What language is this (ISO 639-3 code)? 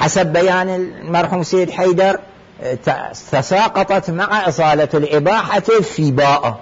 acm